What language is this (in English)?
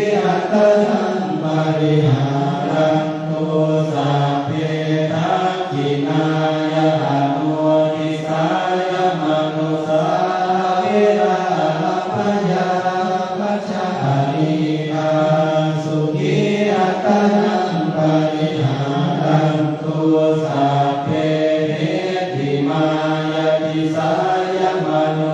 Pali